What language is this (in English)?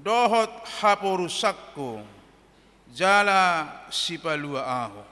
Batak Toba